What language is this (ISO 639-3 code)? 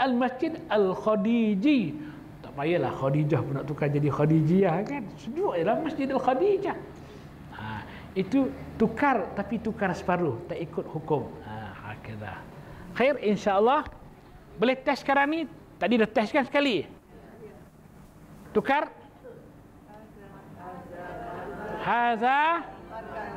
msa